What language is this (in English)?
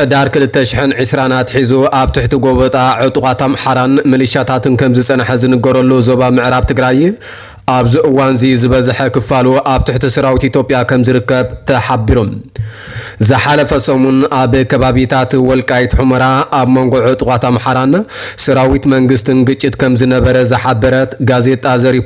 Tigrinya